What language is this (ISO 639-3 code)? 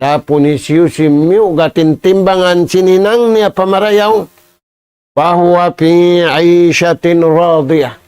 tsg